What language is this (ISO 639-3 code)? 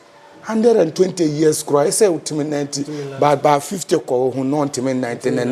aka